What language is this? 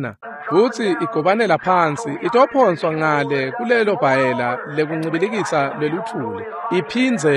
Swati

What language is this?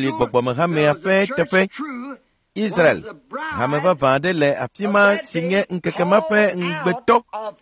Ewe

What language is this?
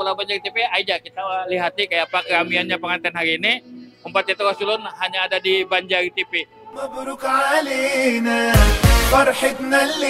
Banjar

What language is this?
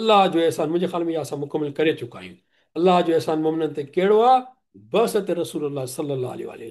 Sindhi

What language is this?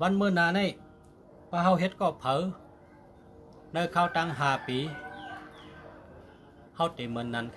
Shan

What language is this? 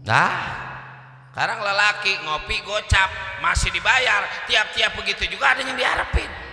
Betawi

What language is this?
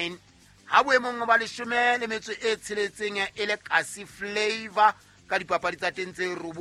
Southern Sotho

